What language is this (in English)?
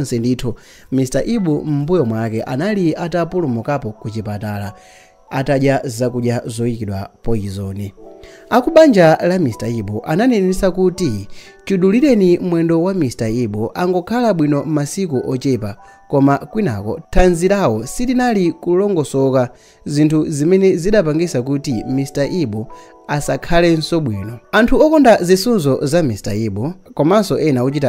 Nyanja